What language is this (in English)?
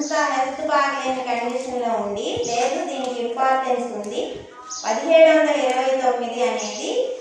Telugu